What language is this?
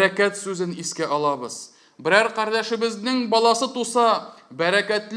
Tatar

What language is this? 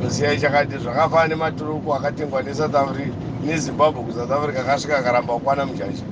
Shona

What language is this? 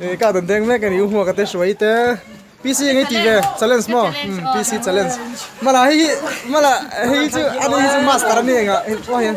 Mizo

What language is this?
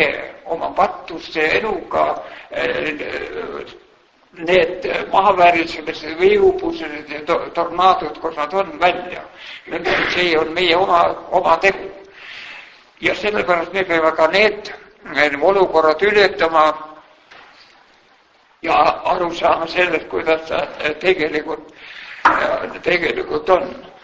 Estonian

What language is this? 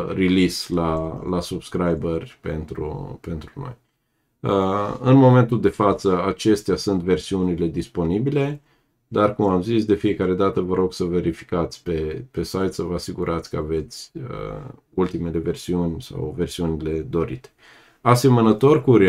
Romanian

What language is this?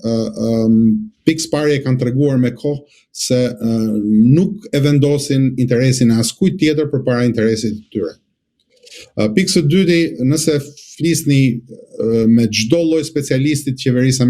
Albanian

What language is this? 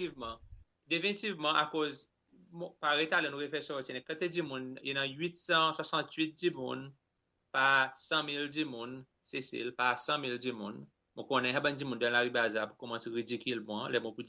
Seselwa Creole French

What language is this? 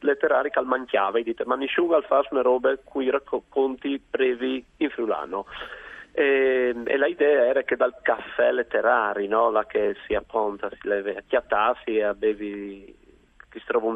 Friulian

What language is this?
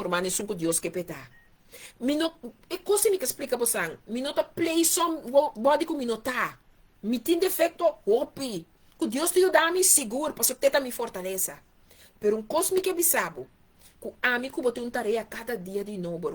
Papiamento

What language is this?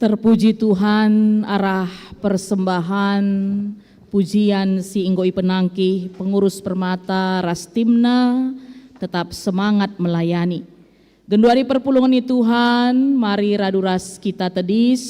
Batak Karo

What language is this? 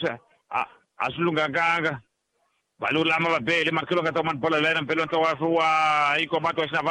Tsonga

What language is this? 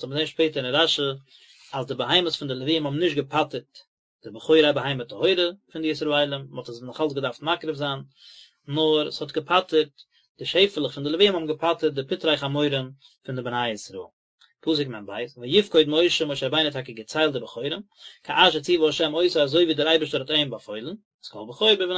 Yiddish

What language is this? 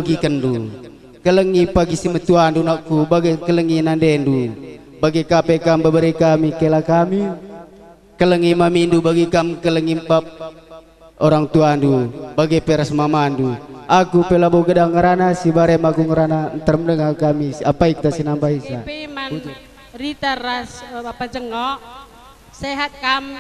Batak Karo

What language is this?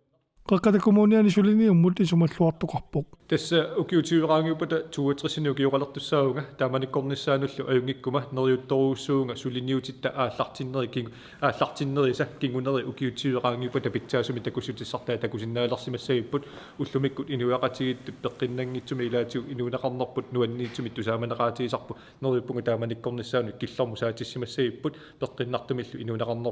Kalaallisut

